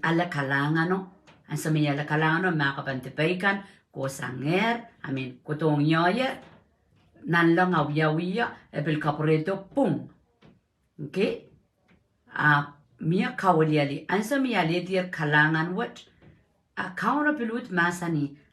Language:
Pohnpeian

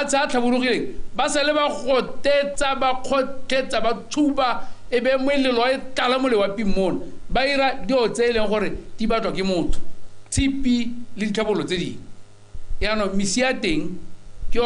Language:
Tswana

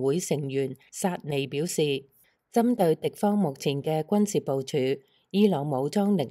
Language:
Cantonese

